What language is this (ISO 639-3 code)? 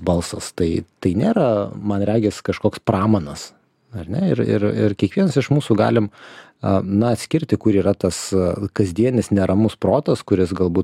lit